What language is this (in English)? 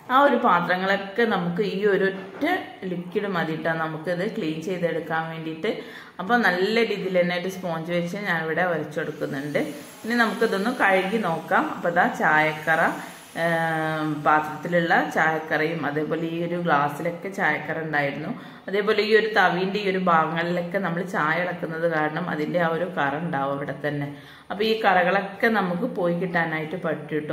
Malayalam